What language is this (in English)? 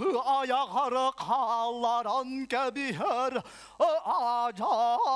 Yakut